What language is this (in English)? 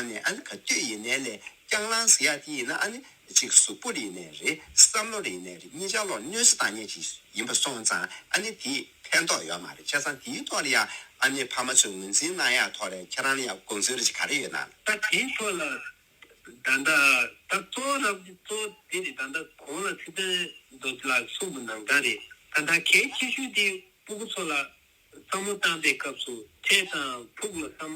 Tibetan